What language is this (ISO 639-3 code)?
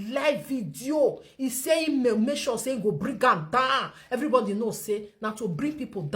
pcm